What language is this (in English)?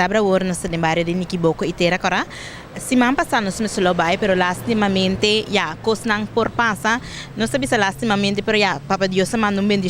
Papiamento